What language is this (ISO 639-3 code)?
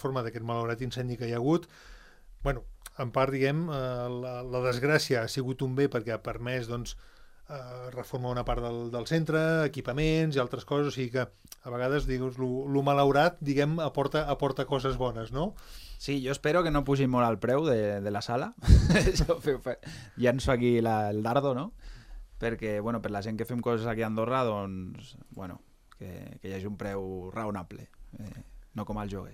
cat